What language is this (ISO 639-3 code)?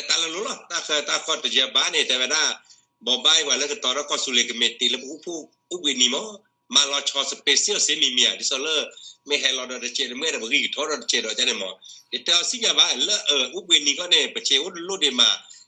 ksw